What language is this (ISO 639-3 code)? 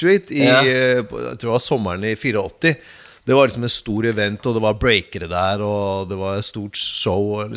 nor